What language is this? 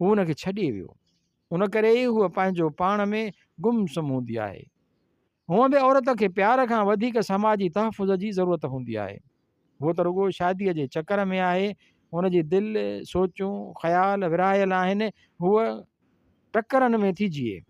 Sindhi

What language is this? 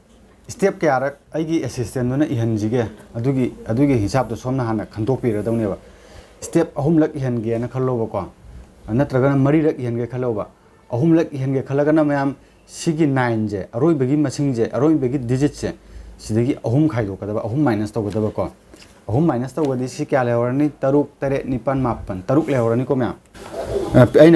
Manipuri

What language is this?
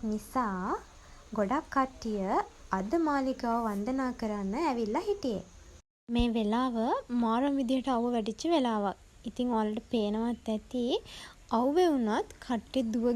Sinhala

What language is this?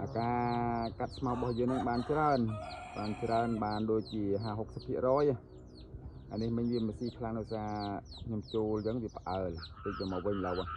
Khmer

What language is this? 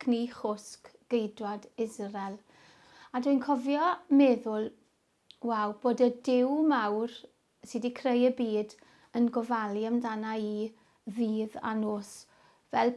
Welsh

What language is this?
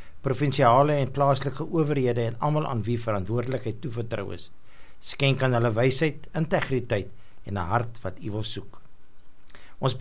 Afrikaans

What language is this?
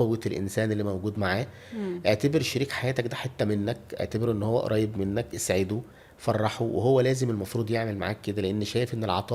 Egyptian Arabic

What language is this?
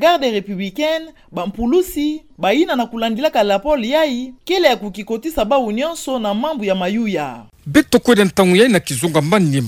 Kituba (Democratic Republic of Congo)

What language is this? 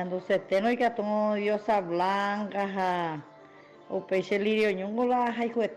Guarani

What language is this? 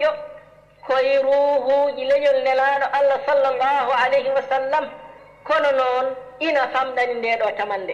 Fula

